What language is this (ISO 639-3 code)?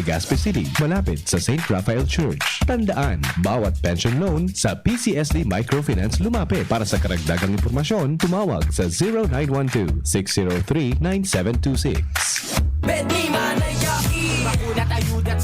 bik